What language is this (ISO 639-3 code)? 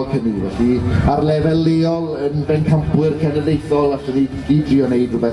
cym